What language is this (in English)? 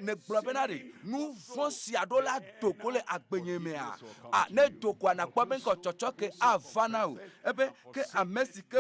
Ewe